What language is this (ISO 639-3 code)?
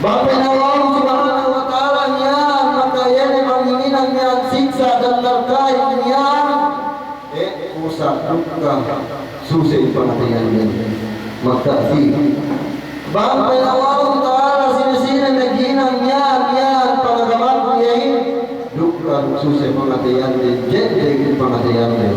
yka